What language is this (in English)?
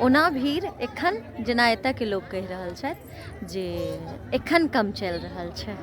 Maithili